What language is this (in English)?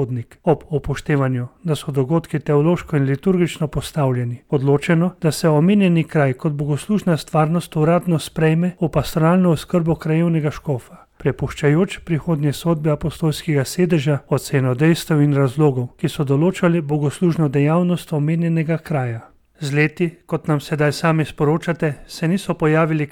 Slovenian